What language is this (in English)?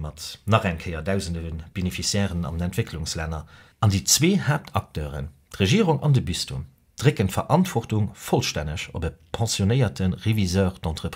Luxembourgish